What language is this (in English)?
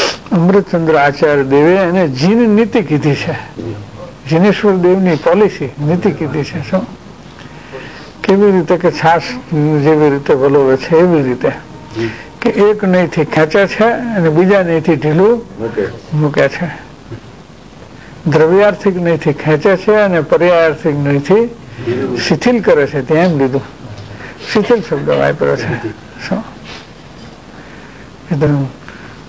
Gujarati